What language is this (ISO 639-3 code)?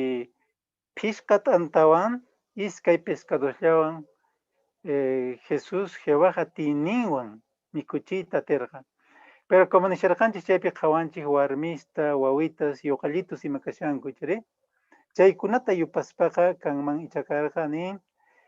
que